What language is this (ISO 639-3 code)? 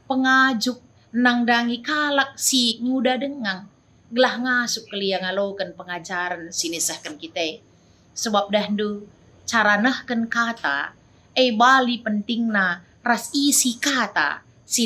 btx